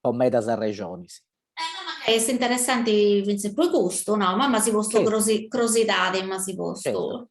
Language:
Sardinian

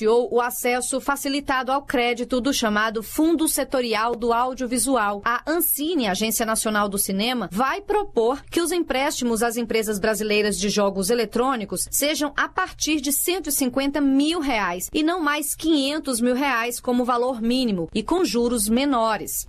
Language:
Portuguese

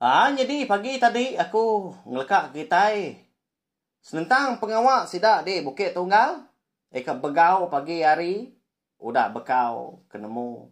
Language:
Iban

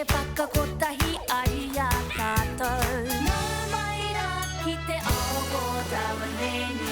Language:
Māori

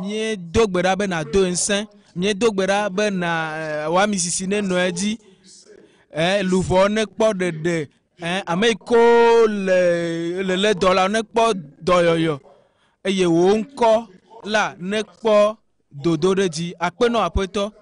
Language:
Ewe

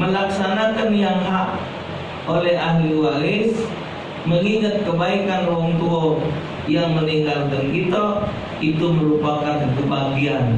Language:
Musi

